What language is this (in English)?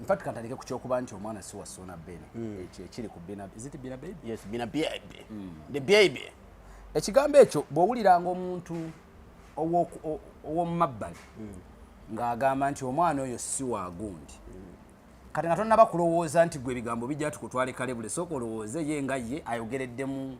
Ganda